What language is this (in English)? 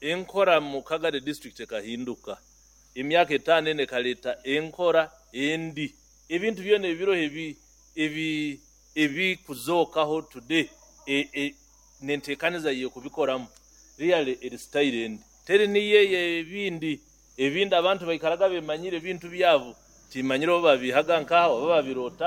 Nyoro